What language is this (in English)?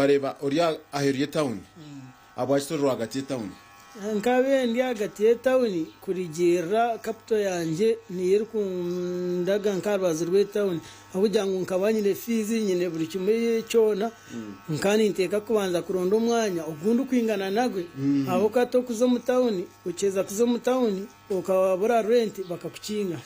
Nyankole